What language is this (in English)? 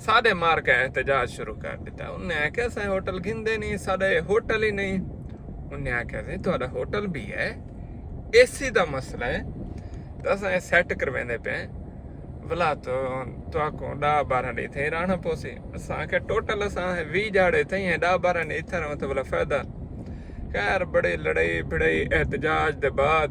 Saraiki